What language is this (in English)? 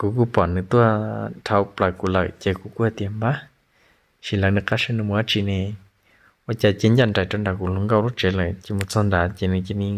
Hmong